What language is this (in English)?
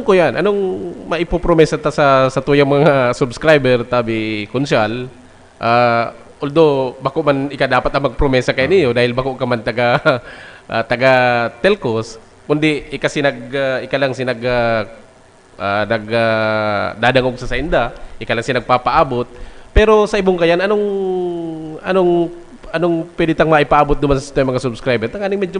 Bikol